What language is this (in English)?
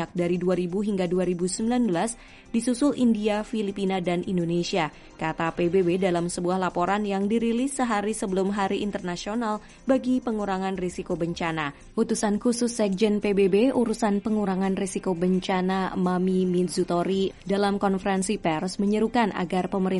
Indonesian